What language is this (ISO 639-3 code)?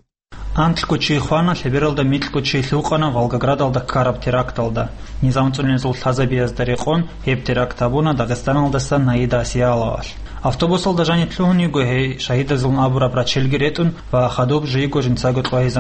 ava